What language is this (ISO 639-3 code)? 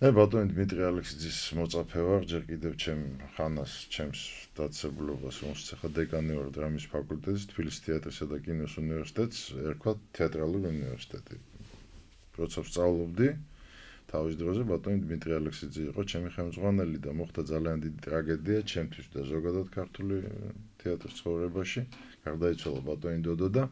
kat